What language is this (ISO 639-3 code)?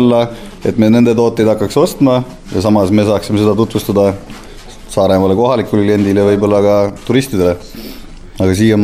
est